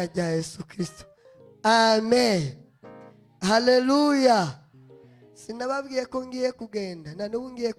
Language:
Rundi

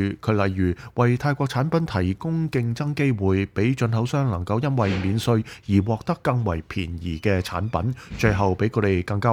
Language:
Cantonese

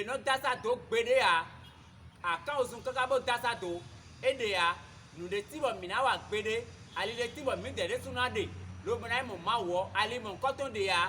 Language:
Fon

